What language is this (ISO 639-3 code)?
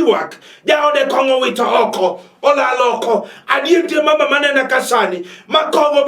luo